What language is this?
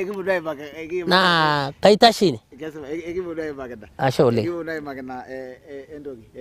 Masai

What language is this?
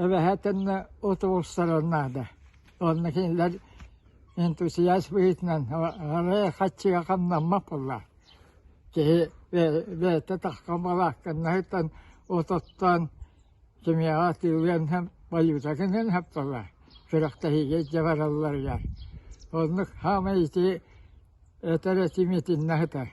Yakut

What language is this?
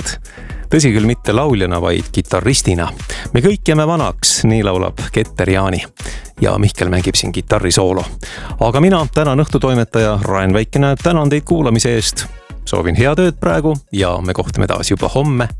Estonian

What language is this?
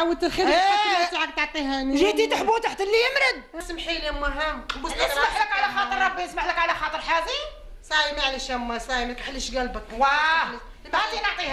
Algerian Arabic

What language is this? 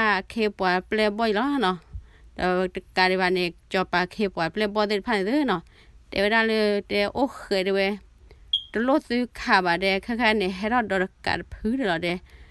S'gaw Karen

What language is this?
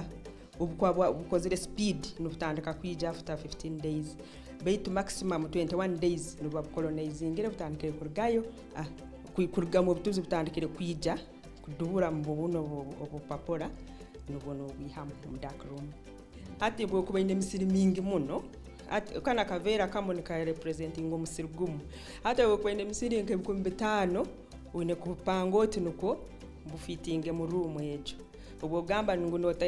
Nyankole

